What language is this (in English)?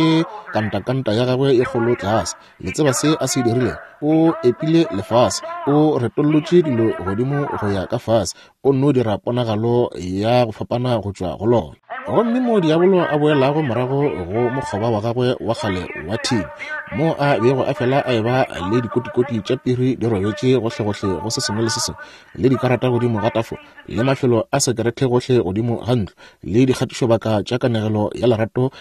Northern Sotho